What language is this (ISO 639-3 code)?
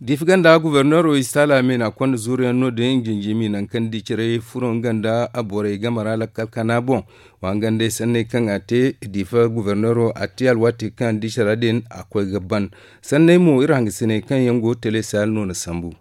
dje